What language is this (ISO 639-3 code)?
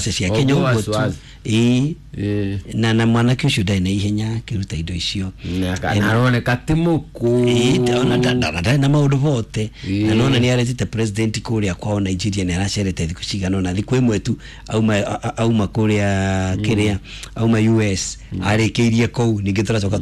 kik